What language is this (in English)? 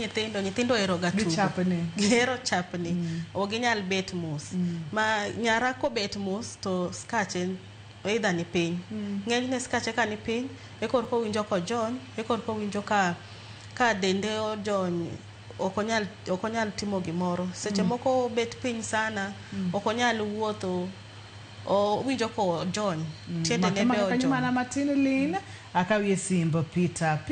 Luo (Kenya and Tanzania)